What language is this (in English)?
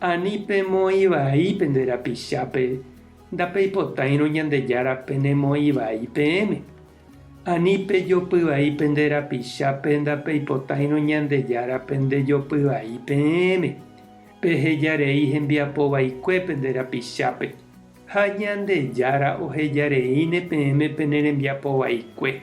Guarani